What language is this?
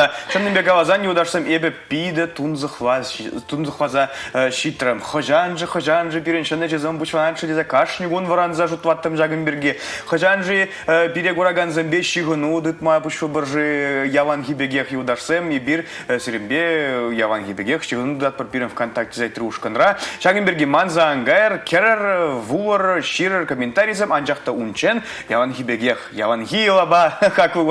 Chuvash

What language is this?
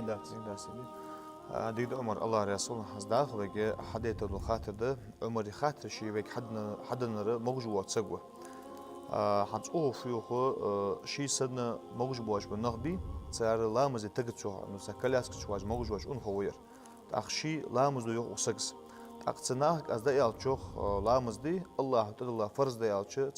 Ingush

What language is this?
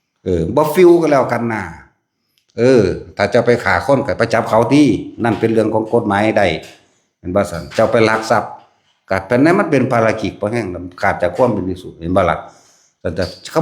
Northeastern Thai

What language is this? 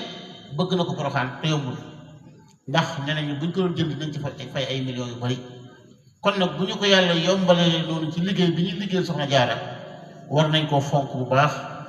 Wolof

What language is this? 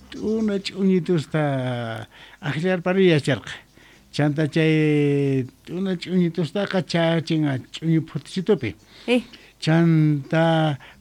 South Bolivian Quechua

